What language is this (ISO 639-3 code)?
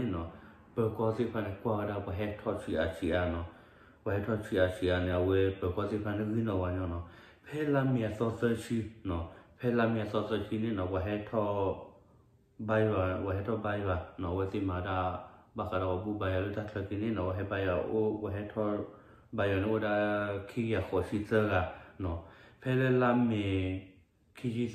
ksw